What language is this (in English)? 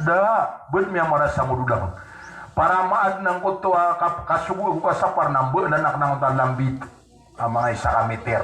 Maranao